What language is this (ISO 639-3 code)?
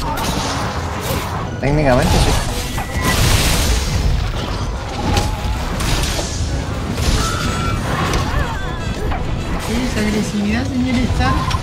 spa